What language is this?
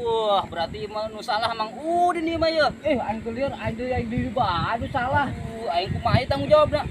Sundanese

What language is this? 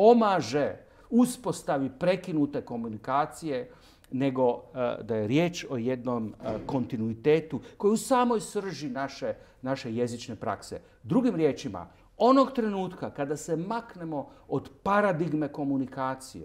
Croatian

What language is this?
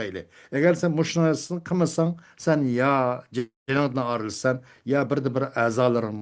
Uyghur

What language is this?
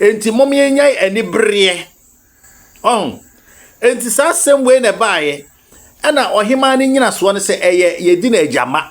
Akan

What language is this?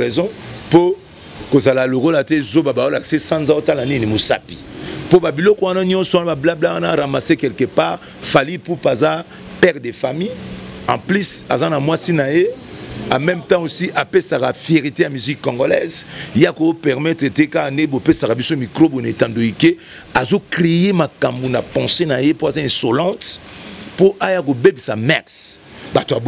Lingala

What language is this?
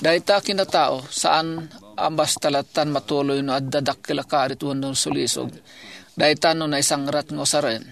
Iloko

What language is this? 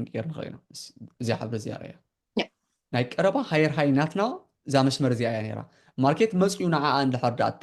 Tigrinya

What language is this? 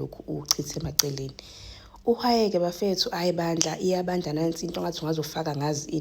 Zulu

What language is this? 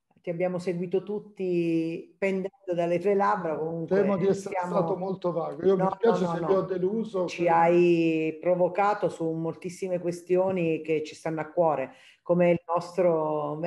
Italian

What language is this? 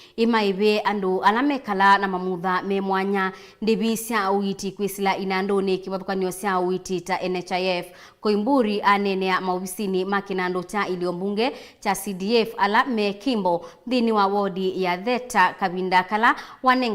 Kamba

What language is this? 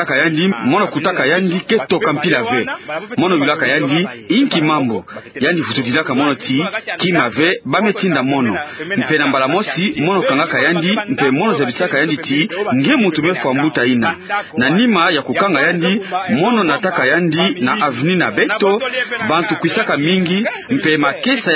Kituba (Democratic Republic of Congo)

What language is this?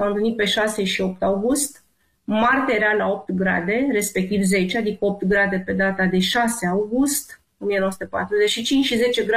Romanian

